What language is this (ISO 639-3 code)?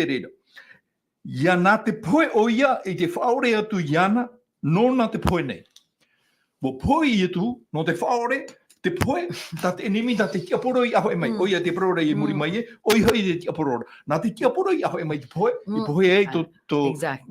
tah